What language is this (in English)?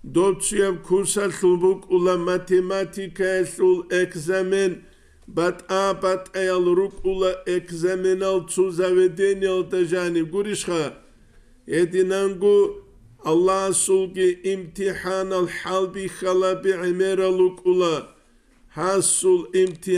Avaric